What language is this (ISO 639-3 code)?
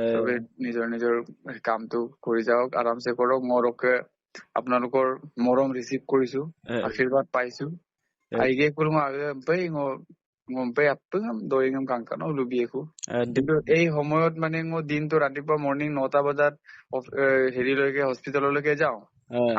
asm